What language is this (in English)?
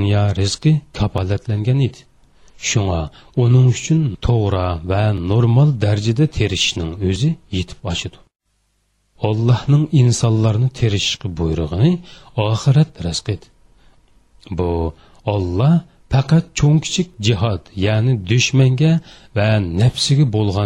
Uyghur